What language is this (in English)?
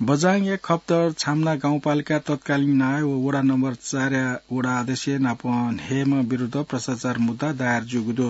Newari